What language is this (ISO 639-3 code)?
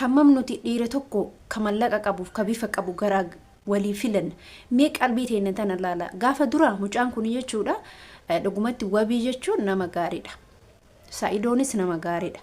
orm